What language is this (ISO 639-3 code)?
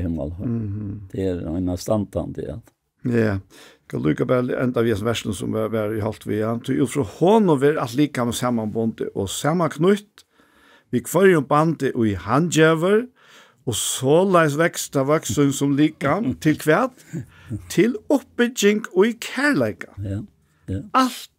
fao